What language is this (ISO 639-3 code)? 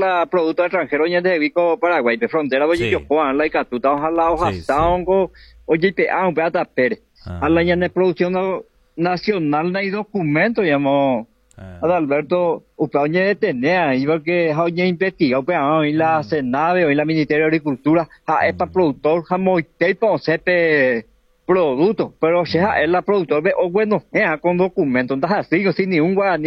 grn